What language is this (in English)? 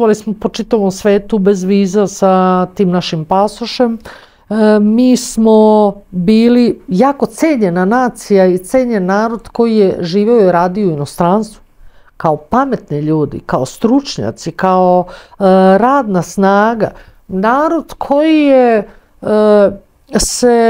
Serbian